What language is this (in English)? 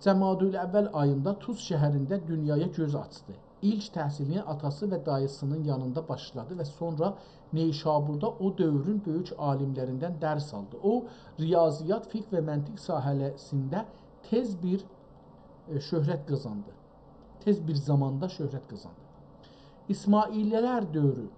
South Azerbaijani